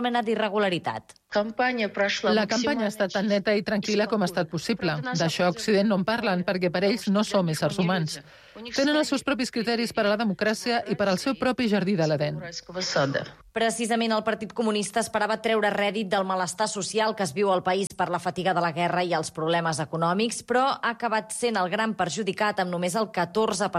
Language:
Catalan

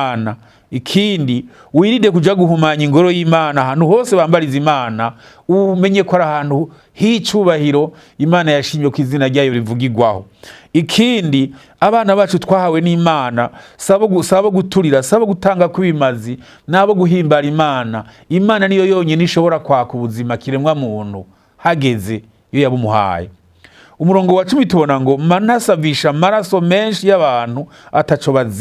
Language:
Rundi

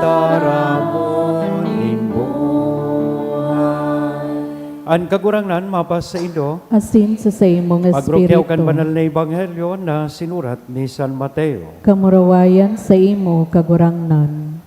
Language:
Bikol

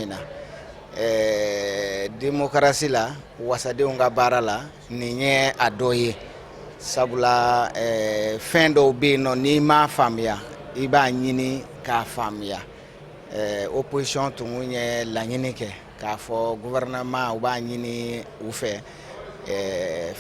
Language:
Bambara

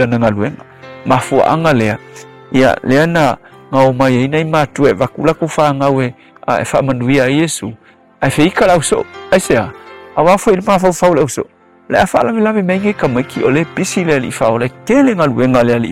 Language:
Samoan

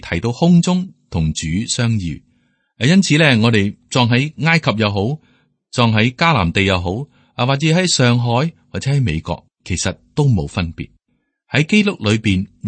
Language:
Cantonese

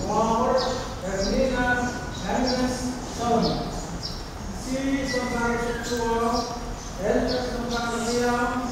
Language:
Pohnpeian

